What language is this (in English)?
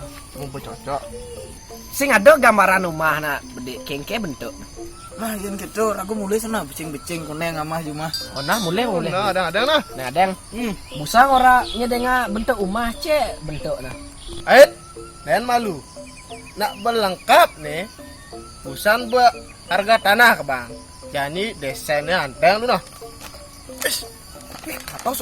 Balinese